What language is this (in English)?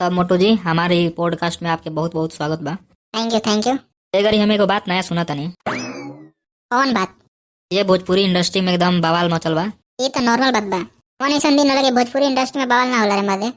Bhojpuri